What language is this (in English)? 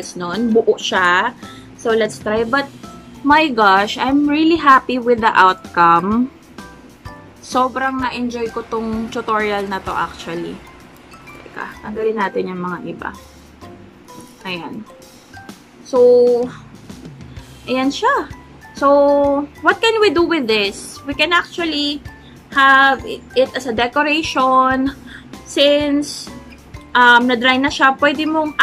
Filipino